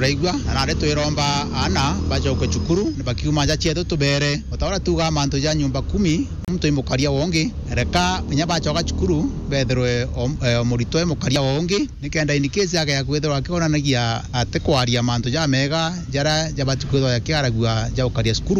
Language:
Meru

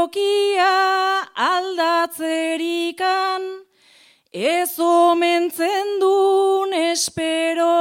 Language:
Basque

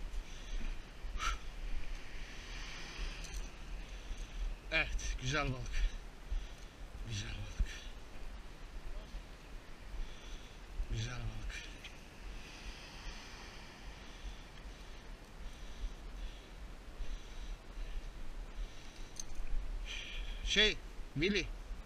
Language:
Turkish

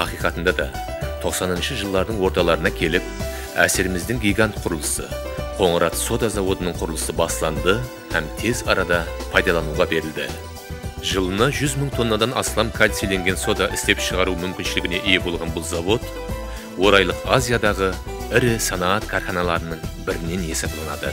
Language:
Kara-Kalpak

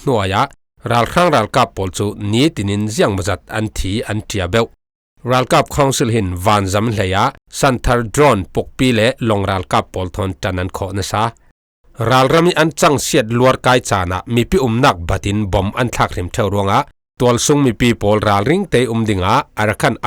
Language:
Falam Chin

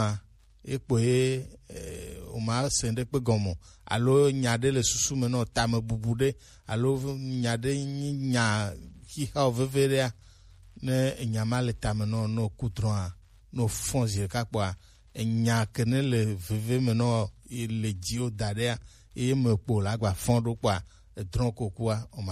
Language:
Gen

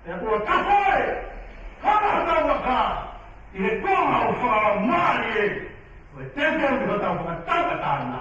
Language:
Tongan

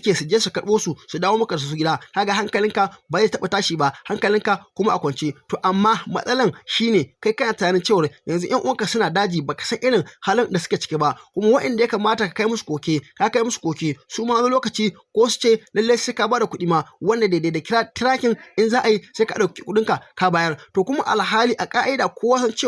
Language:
Hausa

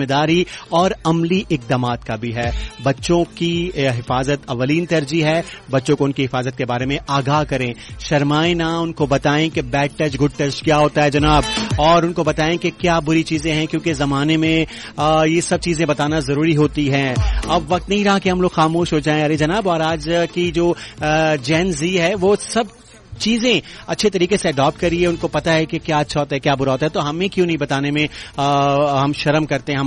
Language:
Urdu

